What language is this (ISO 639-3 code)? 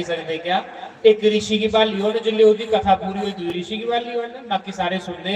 doi